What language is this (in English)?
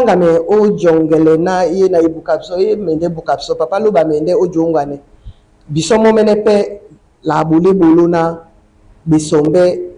Duala